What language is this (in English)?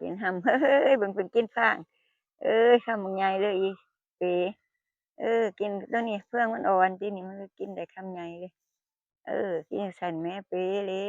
Northeastern Thai